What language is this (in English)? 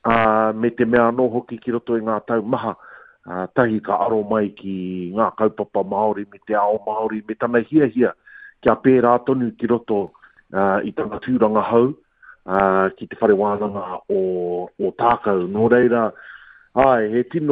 Māori